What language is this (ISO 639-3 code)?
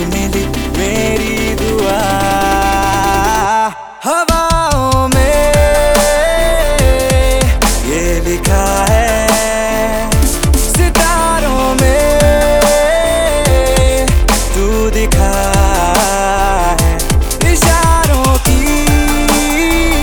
hin